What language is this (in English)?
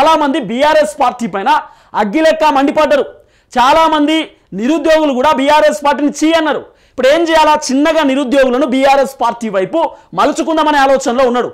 Telugu